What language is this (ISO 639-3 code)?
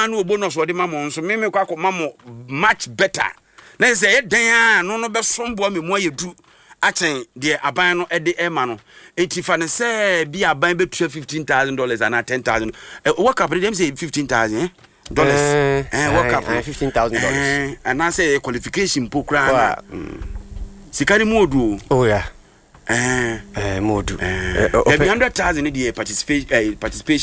aka